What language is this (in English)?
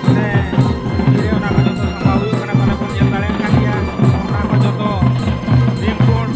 Santali